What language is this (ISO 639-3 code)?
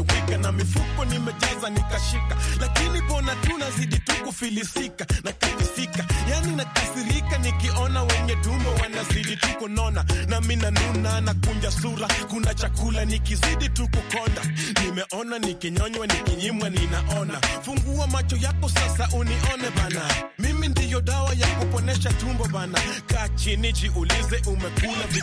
swa